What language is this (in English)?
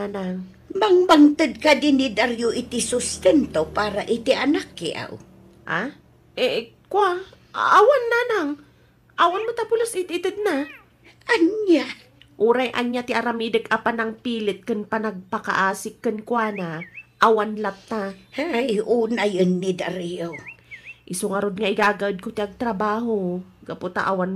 Iloko